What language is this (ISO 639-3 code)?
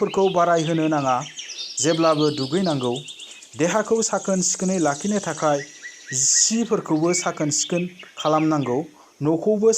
brx